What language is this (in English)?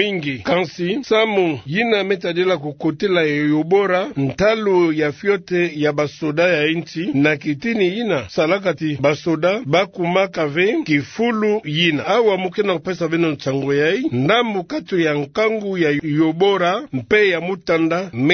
Kituba (Democratic Republic of Congo)